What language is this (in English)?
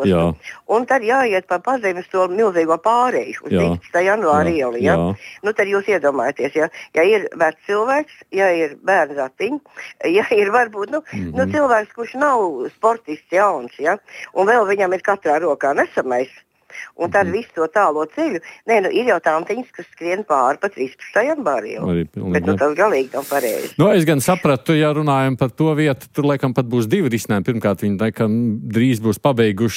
Latvian